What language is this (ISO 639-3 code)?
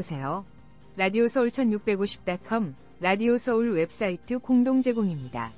kor